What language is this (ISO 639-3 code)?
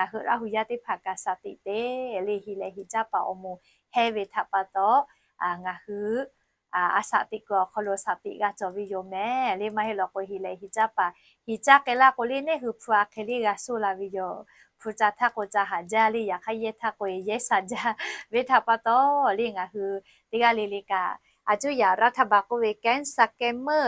lhu